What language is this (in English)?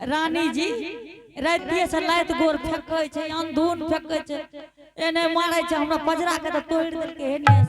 Angika